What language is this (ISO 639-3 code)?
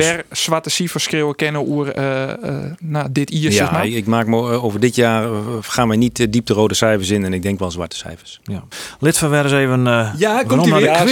fry